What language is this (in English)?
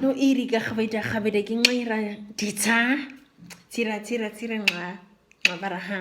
Nama